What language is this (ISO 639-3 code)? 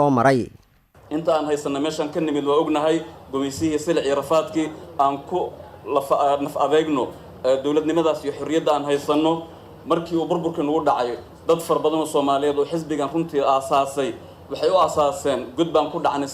som